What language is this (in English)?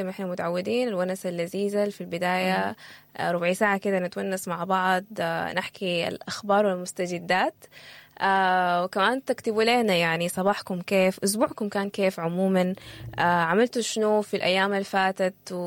Sudanese Arabic